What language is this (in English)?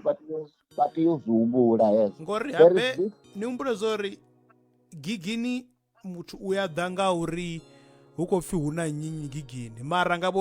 Venda